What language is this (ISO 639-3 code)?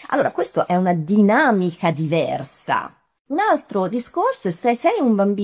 ita